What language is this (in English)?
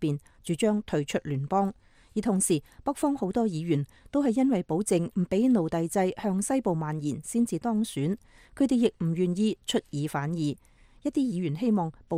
Cantonese